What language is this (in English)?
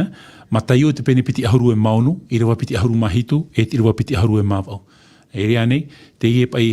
Tahitian